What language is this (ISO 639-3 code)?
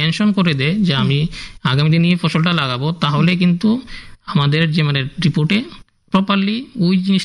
ben